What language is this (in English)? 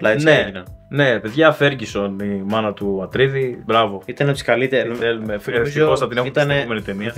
Greek